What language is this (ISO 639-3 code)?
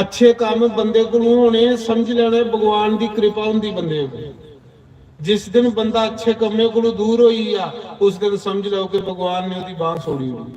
doi